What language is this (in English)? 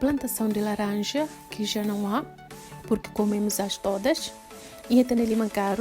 Tetum